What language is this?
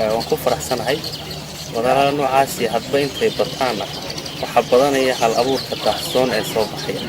Somali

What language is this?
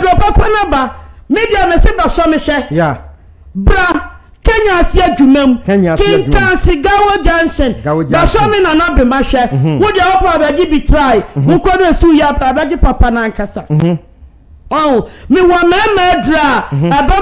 Akan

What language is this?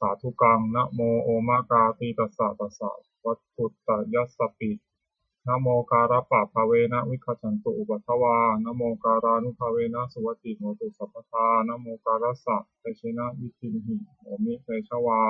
Pali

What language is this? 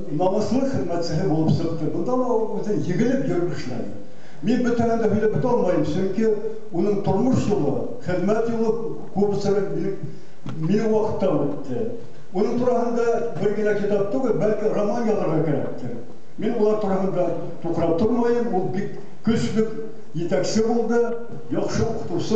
Bashkir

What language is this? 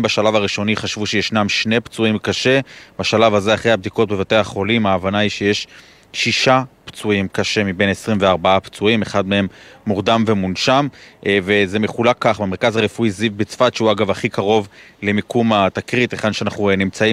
Hebrew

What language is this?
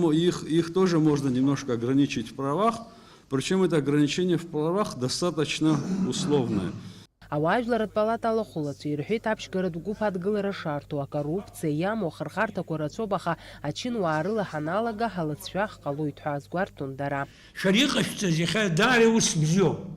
Abkhazian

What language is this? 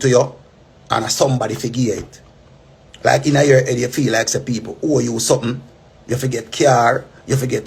Jamaican Creole English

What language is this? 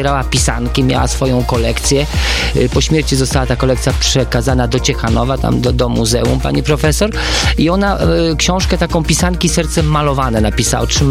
Polish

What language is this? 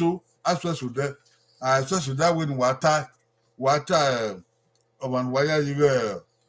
Bini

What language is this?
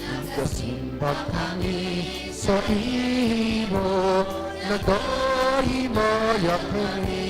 Hiligaynon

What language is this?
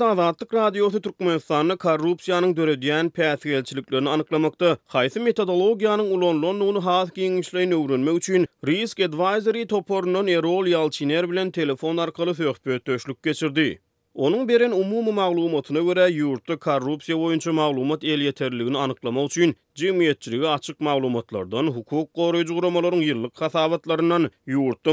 Turkmen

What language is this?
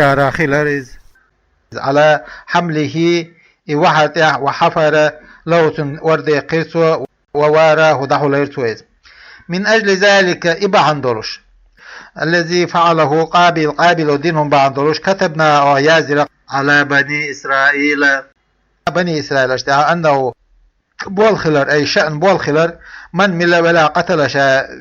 Chechen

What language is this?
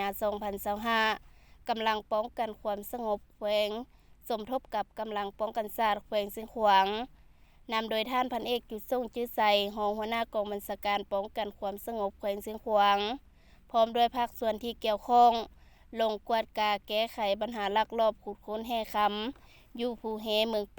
Lao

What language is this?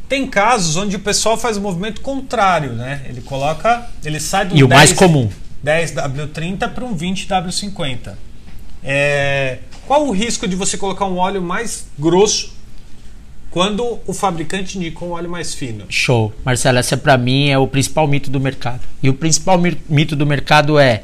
Portuguese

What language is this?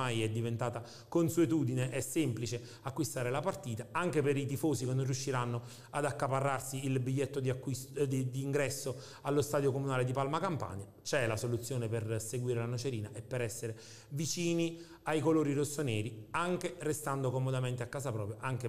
Italian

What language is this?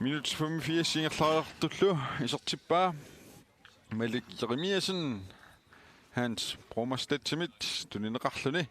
Kalaallisut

